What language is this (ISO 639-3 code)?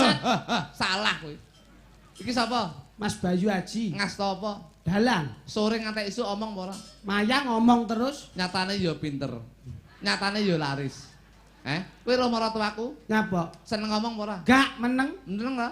jav